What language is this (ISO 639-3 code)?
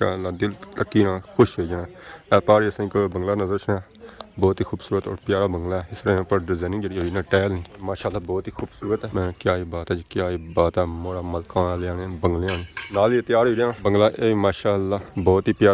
phr